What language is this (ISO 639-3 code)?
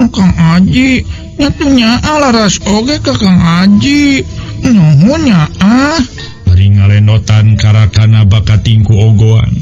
sun